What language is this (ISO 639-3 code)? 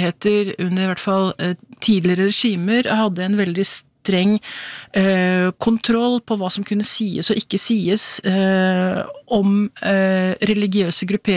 nor